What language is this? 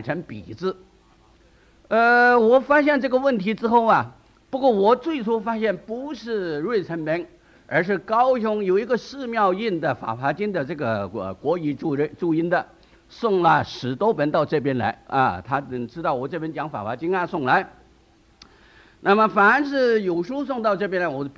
Chinese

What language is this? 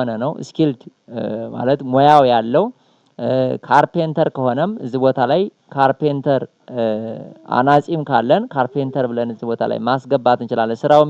Amharic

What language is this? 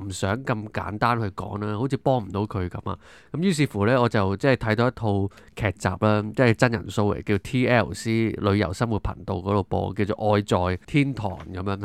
Cantonese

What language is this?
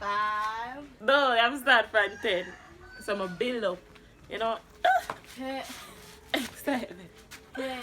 Jamaican Creole English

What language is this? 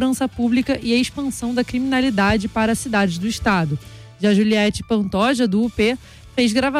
Portuguese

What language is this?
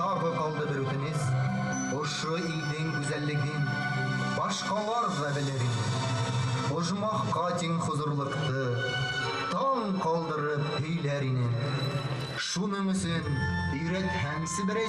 Bashkir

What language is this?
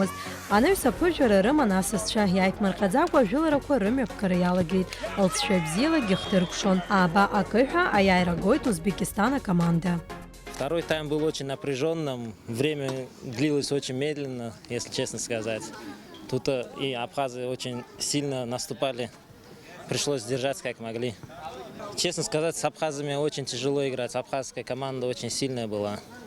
Abkhazian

